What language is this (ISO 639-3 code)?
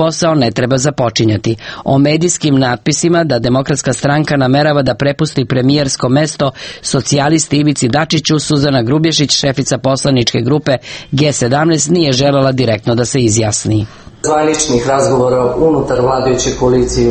srp